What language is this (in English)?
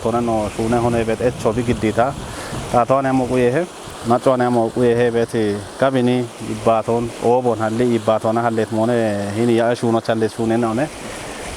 Kafa